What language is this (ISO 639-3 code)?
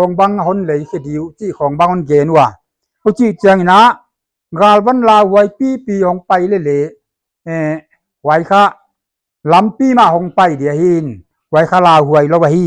pck